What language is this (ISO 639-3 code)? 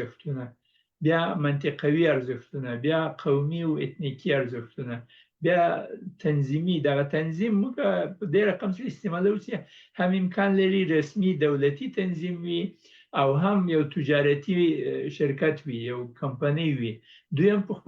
pus